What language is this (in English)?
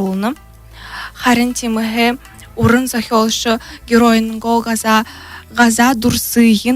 Buriat